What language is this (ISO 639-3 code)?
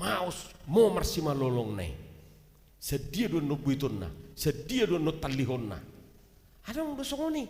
bbc